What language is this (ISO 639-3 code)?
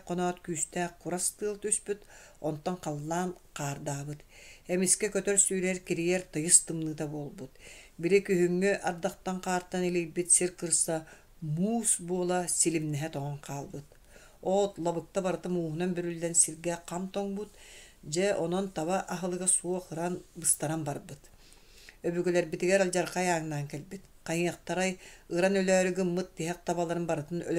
sah